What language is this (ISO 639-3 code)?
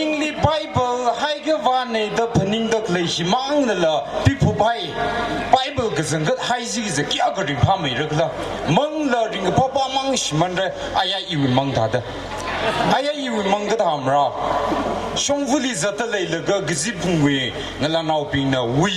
nmf